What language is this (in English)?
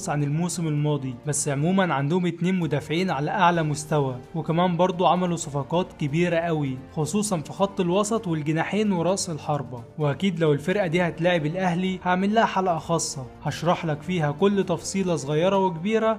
Egyptian Arabic